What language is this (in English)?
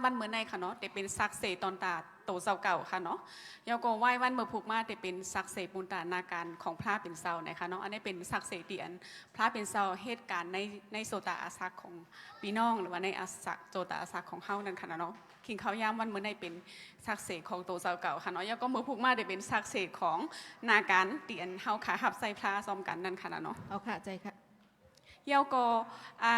Shan